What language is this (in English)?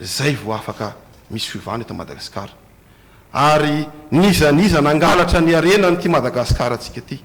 Malagasy